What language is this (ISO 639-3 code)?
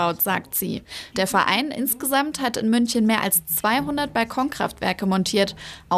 deu